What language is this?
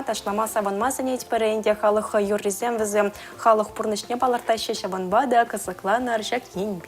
Chuvash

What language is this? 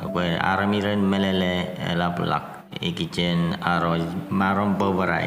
Marshallese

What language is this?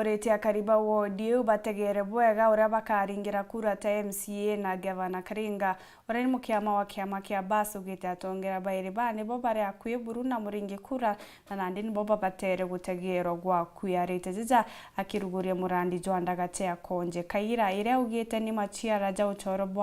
Meru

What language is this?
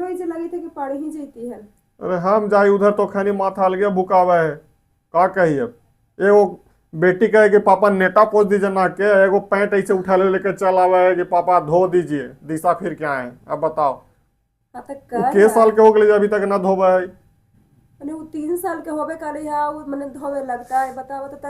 Magahi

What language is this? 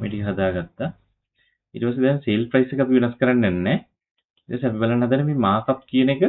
Sinhala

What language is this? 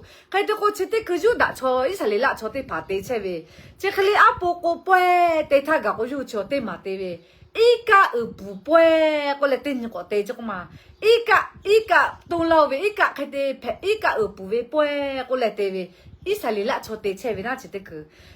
Lahu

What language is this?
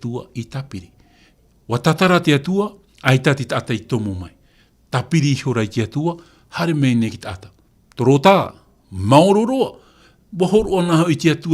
Tahitian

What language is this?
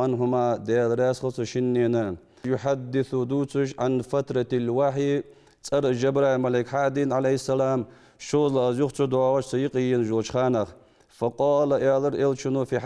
Ingush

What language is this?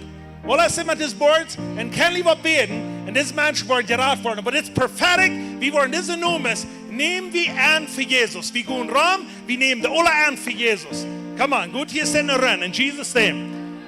Plautdietsch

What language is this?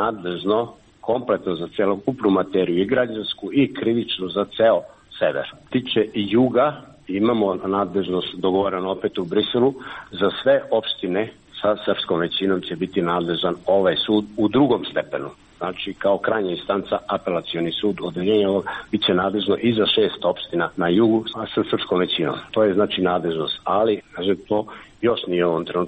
Serbian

